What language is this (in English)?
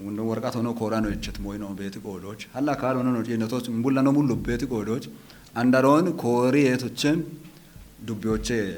Kafa